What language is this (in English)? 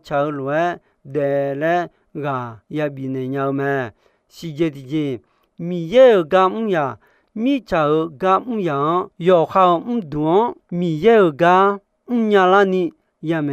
Akha